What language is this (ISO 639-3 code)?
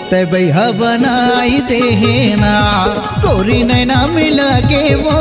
hne